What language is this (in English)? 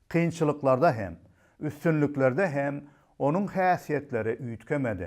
Turkmen